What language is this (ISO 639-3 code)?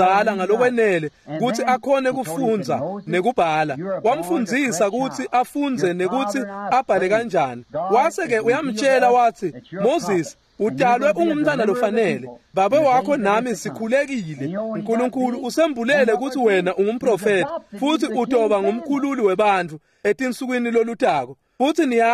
ssw